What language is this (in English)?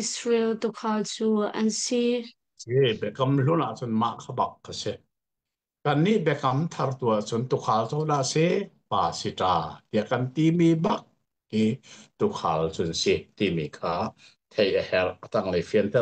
Hakha Chin